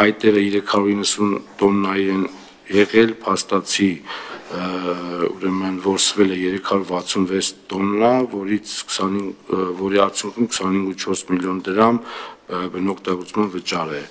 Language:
Armenian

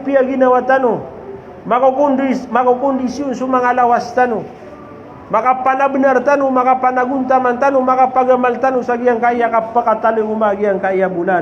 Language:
Maranao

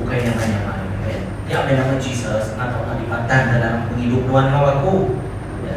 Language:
Iban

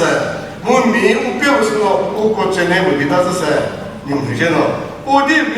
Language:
Chokri Naga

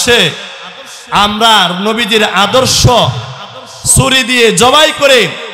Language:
Bangla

